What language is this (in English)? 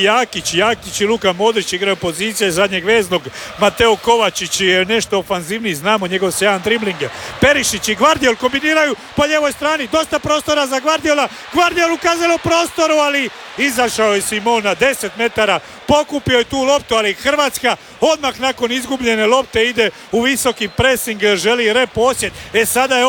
Croatian